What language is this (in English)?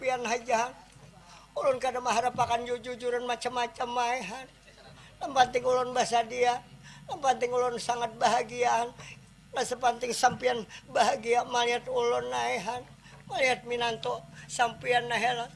Banjar